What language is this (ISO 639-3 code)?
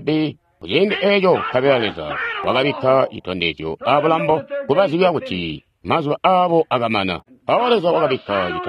toi